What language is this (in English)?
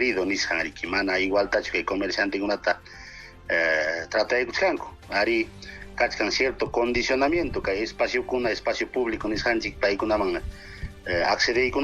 Ayacucho Quechua